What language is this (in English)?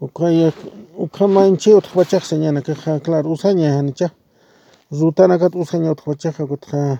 Aymara